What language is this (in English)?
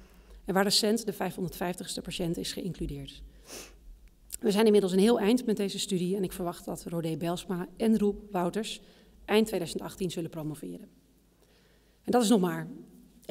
Dutch